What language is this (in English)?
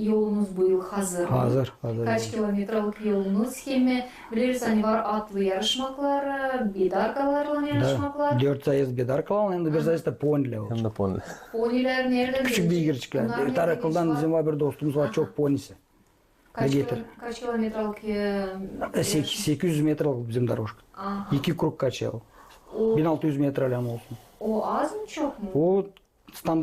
Gagauz